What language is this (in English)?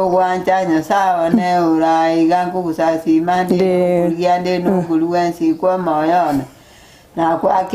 Gusii